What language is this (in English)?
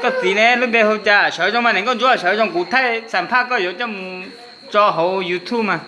Hmong